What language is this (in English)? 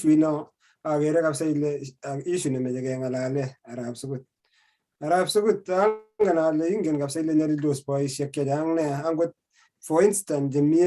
Kalenjin